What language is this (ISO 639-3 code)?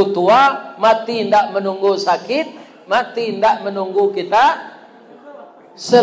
min